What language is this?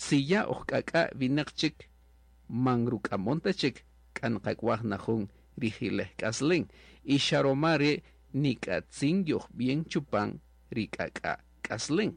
Kaqchikel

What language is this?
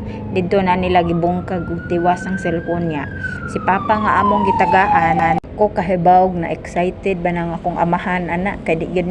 Cebuano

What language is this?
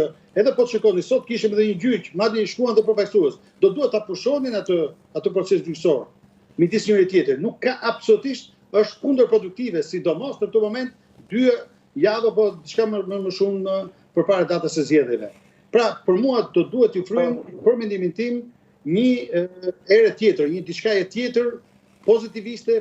Albanian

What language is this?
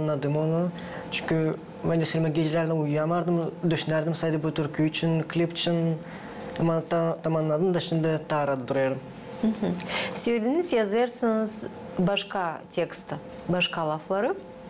Gagauz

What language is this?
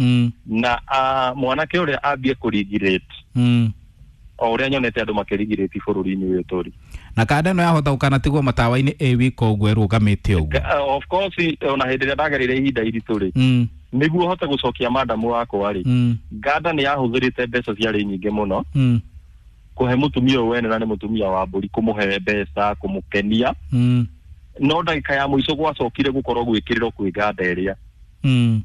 Kikuyu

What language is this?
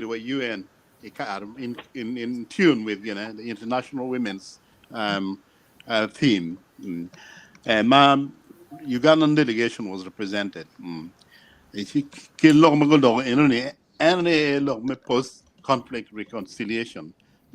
Acoli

